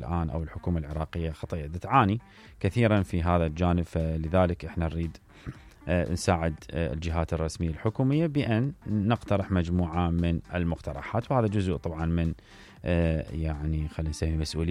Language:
Mesopotamian Arabic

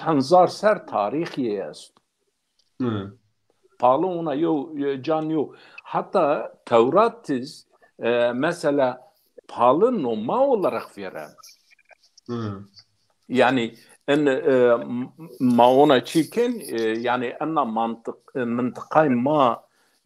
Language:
Zaza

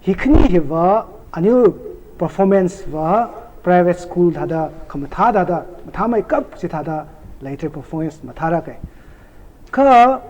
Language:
Tangkhul Naga (India)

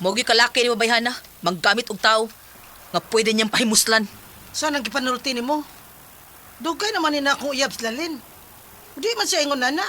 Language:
Cebuano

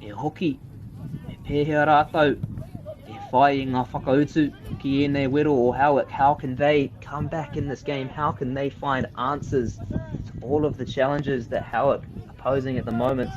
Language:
Māori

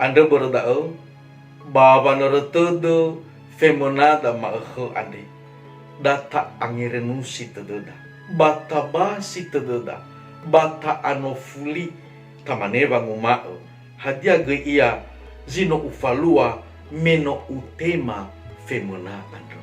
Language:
Nias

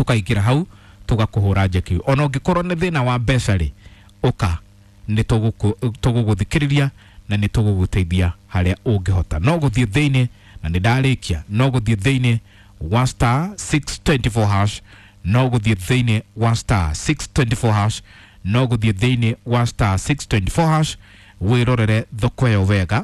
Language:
Kikuyu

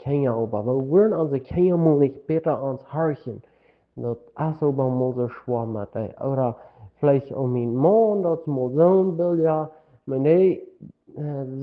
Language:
Plautdietsch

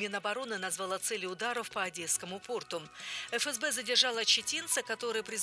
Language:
Russian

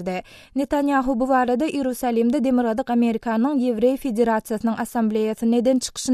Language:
Turkmen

